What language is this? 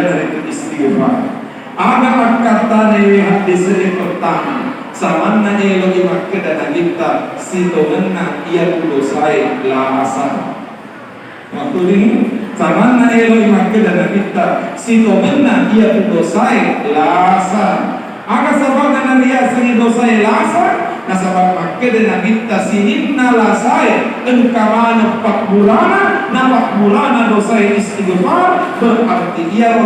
Buginese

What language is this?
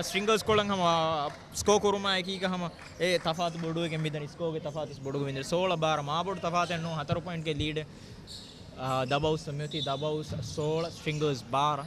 Divehi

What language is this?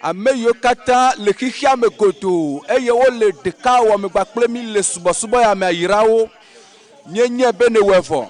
Ewe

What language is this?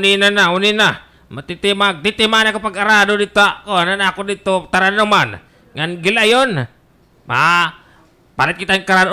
Waray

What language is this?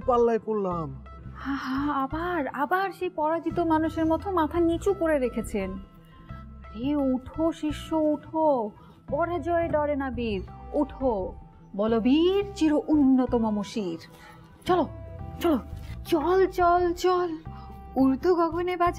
Bangla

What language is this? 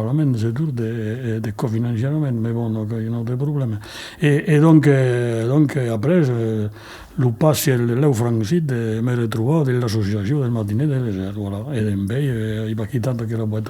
Occitan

